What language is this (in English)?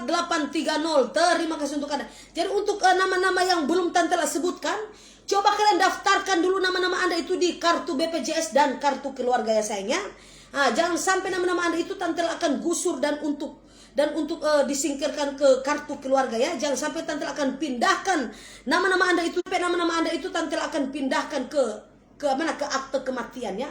Manado Malay